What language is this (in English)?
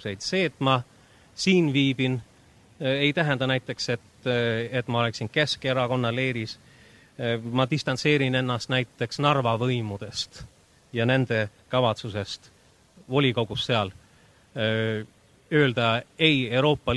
Estonian